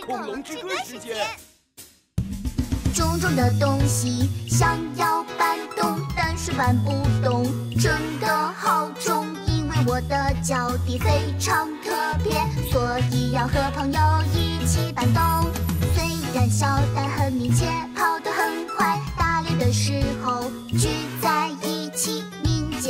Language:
Chinese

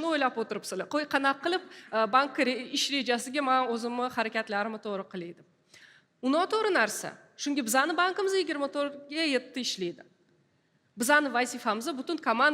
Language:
Uzbek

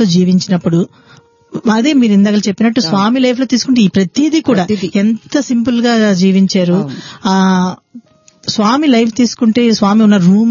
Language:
Telugu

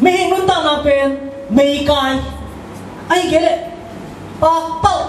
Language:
Tedim Chin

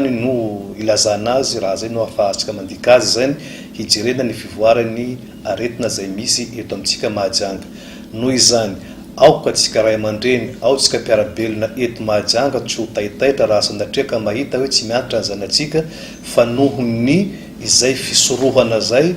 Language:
Malagasy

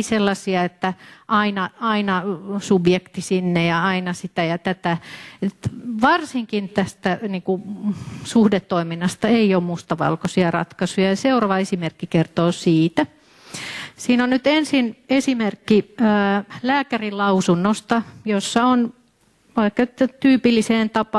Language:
Finnish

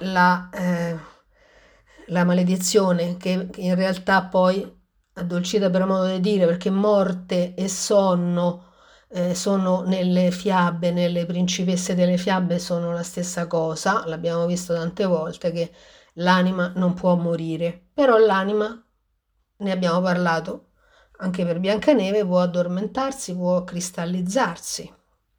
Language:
Italian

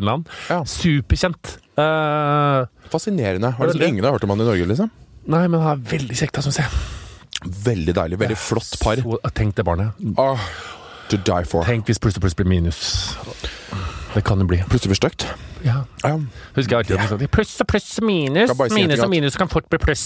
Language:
Norwegian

